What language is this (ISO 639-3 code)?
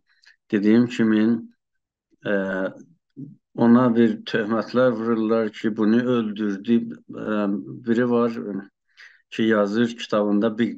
azb